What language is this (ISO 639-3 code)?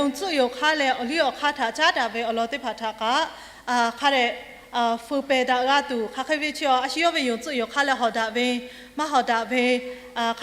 lhu